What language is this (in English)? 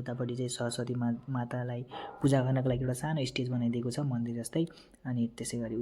Nepali